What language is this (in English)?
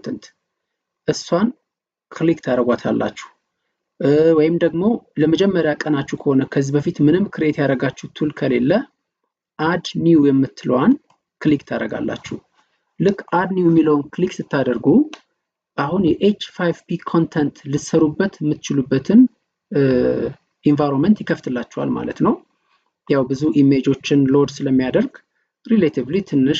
Amharic